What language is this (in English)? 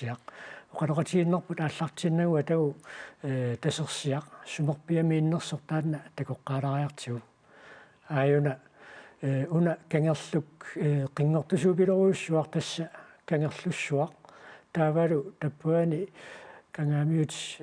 Kalaallisut